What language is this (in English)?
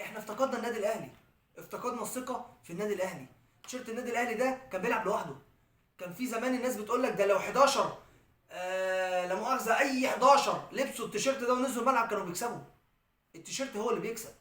Egyptian Arabic